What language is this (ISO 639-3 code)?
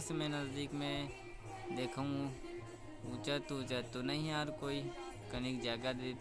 hne